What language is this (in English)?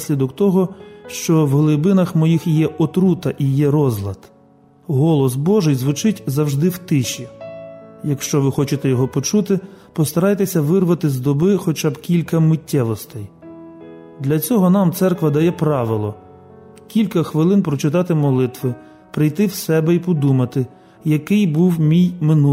Ukrainian